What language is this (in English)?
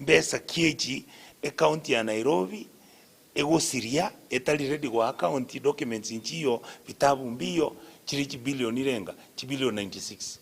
Gusii